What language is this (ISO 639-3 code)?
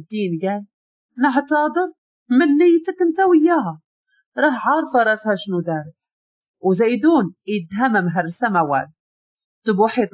ary